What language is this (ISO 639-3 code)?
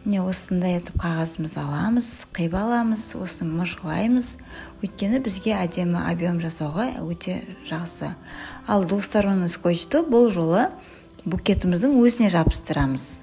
kaz